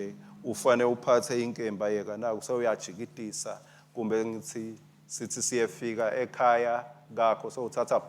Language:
Swati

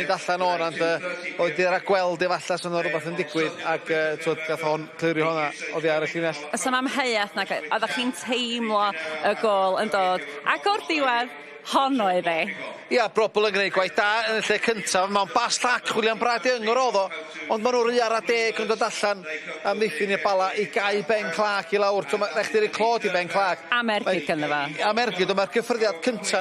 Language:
Welsh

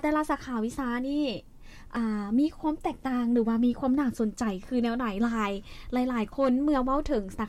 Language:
Lao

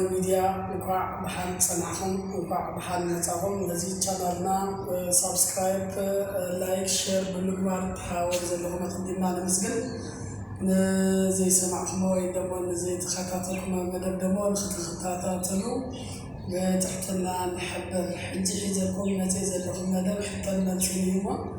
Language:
Tigrinya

